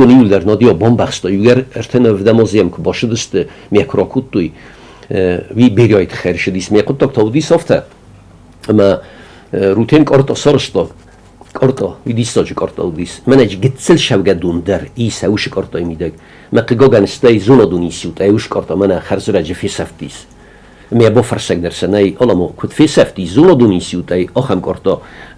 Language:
Ossetic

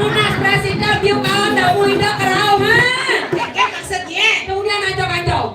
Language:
Balinese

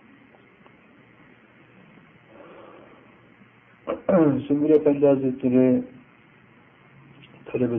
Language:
Turkish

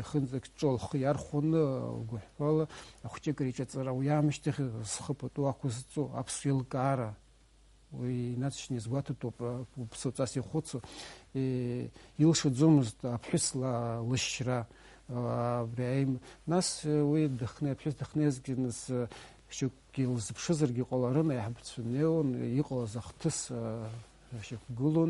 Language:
Abkhazian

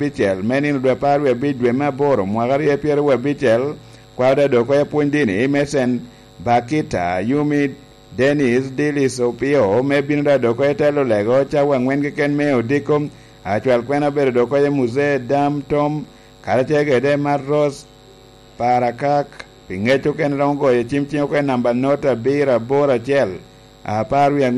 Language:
Lango (Uganda)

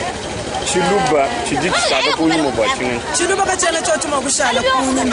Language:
Luba-Lulua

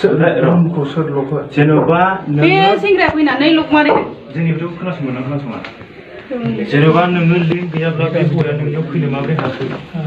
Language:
Bodo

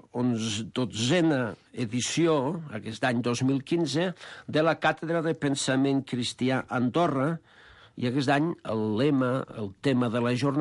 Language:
Catalan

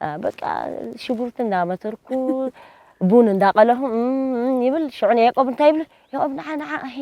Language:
Tigrinya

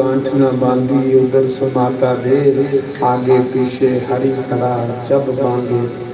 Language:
Dogri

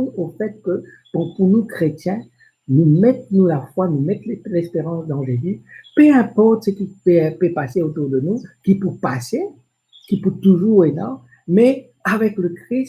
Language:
Morisyen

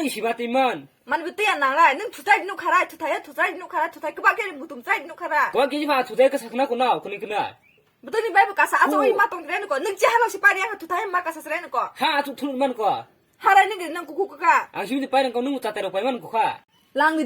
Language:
Kok Borok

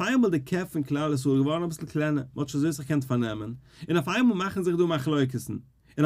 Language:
Yiddish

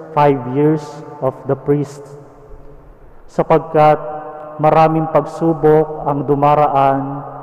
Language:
Filipino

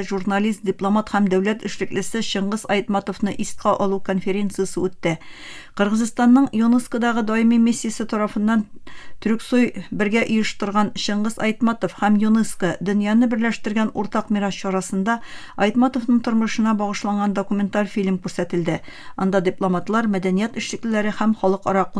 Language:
Tatar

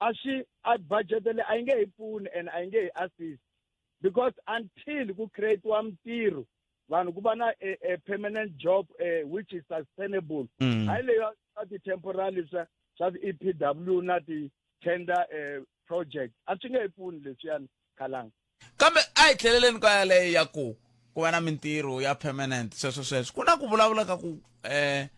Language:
Tsonga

